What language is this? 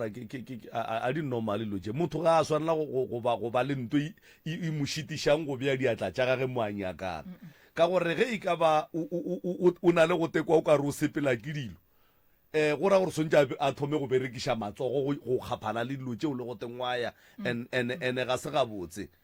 Northern Sotho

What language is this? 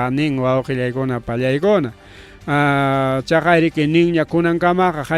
Ayacucho Quechua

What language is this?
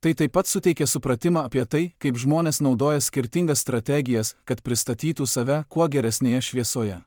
Lithuanian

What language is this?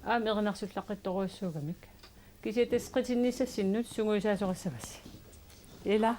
Kalaallisut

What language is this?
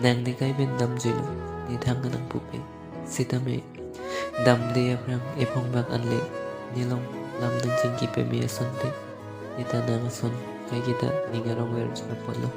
Karbi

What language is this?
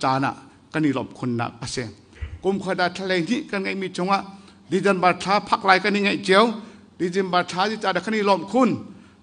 Hakha Chin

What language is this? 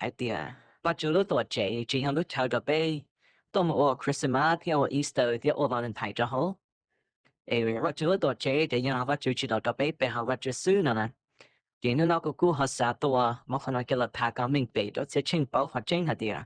Hmong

